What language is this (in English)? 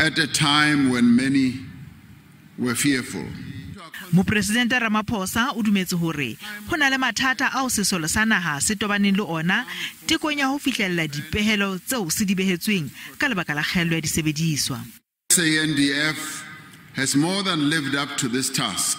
Southern Sotho